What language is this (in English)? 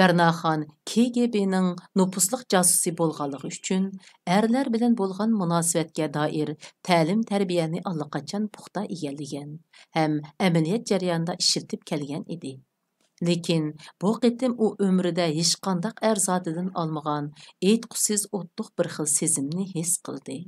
Uyghur